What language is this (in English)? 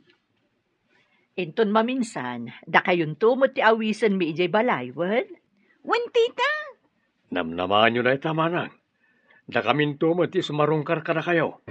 Iloko